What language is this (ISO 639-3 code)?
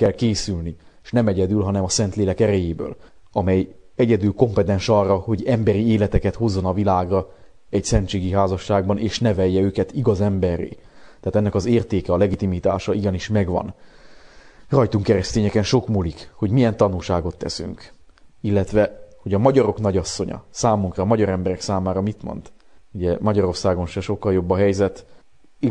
hun